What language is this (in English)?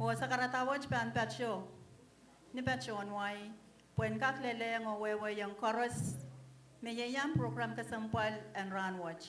Pohnpeian